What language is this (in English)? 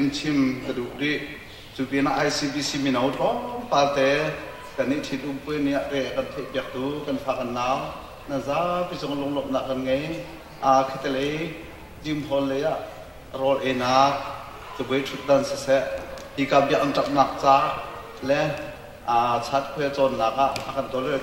Hakha Chin